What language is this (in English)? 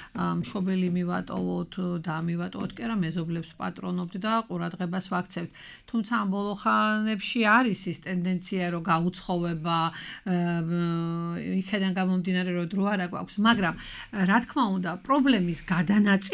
Georgian